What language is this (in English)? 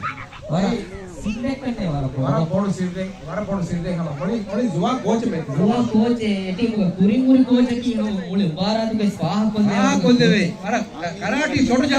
Divehi